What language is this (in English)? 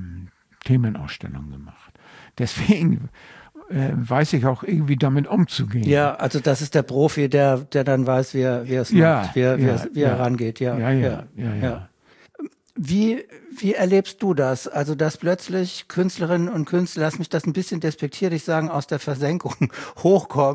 German